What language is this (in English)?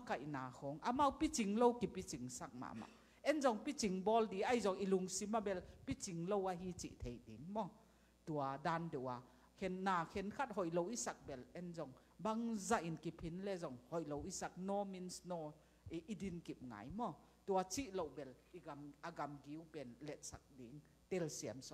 Tedim Chin